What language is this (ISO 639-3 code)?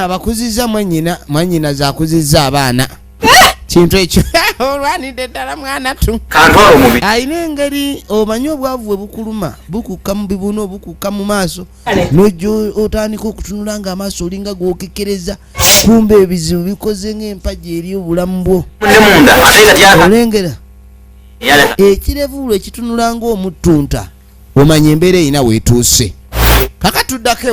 lug